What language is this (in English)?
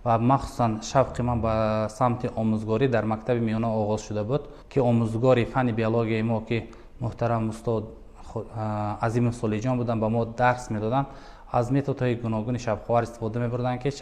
Tajik